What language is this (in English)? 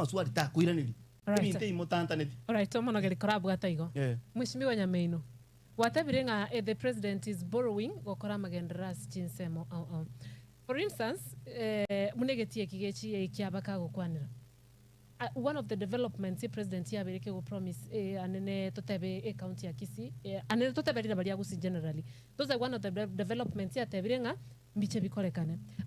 Gusii